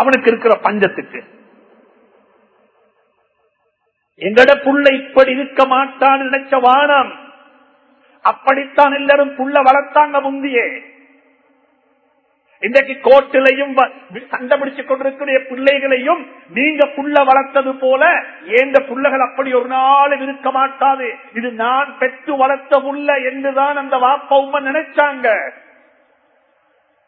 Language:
Tamil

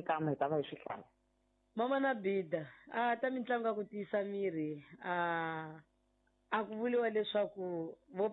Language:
Tsonga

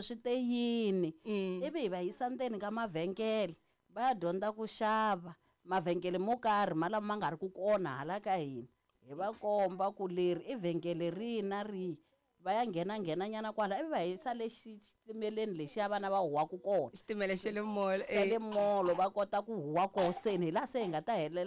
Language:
Tsonga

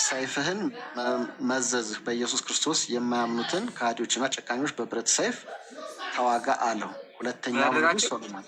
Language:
Amharic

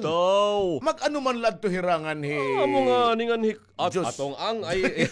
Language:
Waray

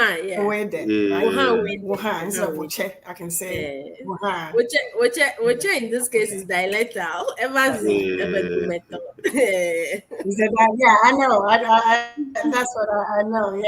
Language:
Ewe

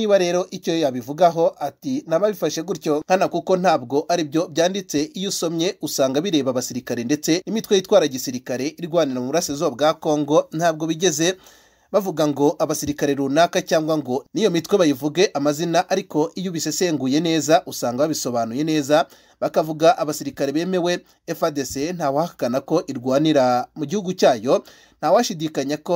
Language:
Kinyarwanda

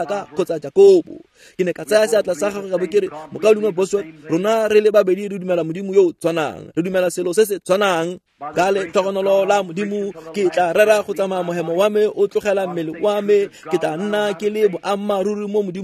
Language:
Tswana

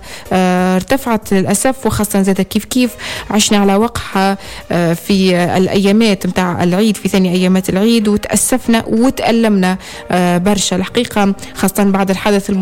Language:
Tunisian Arabic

